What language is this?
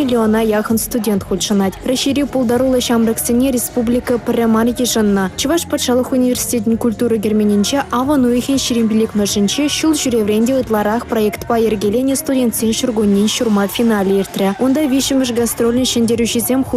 Chuvash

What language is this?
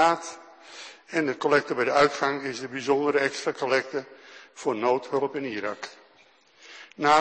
Dutch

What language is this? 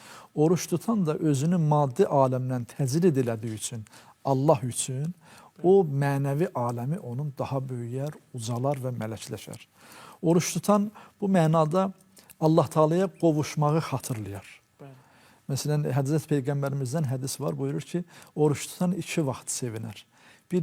Azerbaijani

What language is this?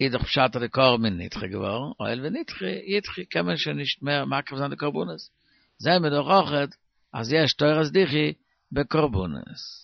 Yiddish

